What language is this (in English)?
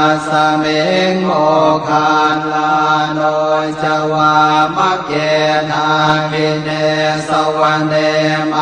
Pali